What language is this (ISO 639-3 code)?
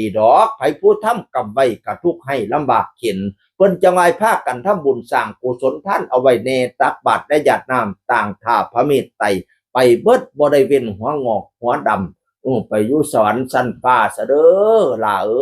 tts